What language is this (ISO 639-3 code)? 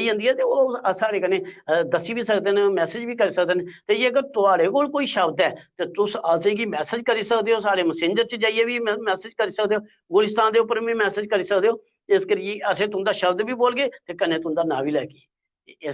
doi